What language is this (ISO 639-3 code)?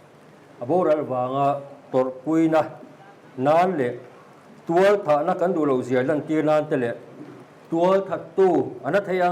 lus